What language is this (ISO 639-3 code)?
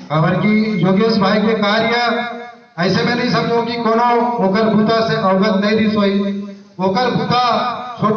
hne